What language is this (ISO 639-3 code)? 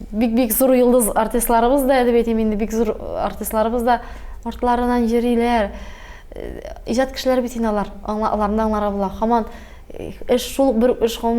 tat